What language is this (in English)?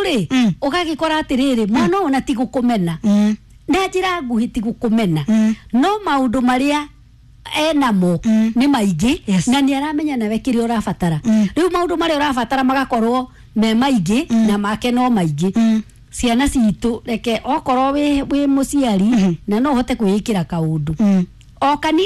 Kikuyu